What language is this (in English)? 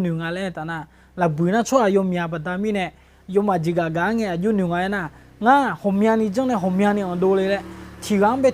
Akha